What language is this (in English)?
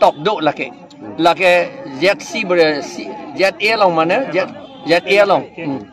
Karbi